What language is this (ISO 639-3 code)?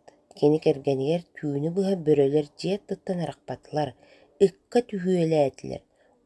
sah